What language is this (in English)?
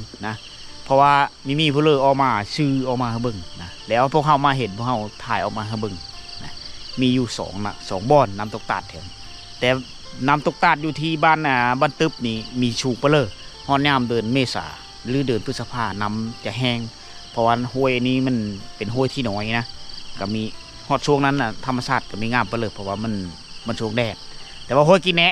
Lao